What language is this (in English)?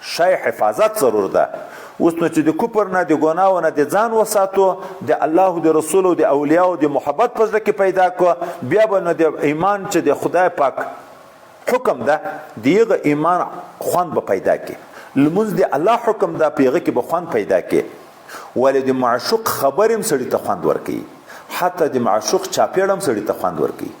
Pashto